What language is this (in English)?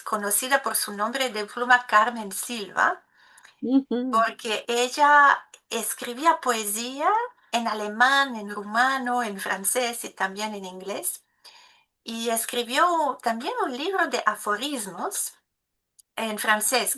Ladino